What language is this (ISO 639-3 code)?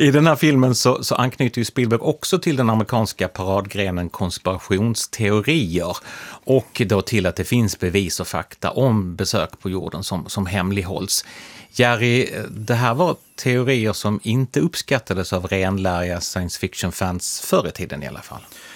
swe